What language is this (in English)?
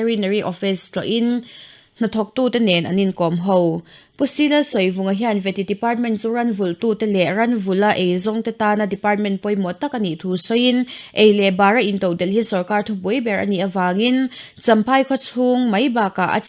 Mizo